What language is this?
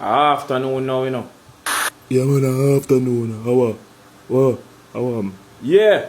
Jamaican Creole English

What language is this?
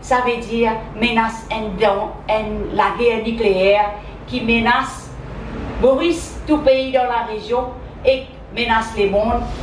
Morisyen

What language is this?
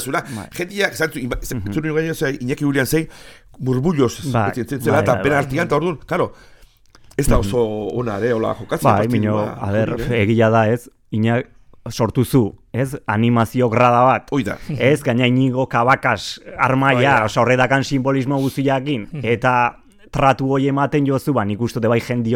Basque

